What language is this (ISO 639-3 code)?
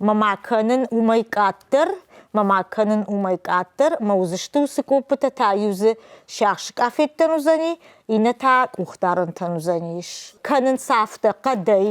oss